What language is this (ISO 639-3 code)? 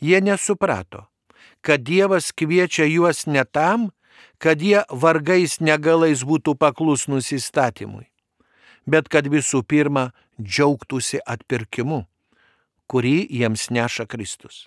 lit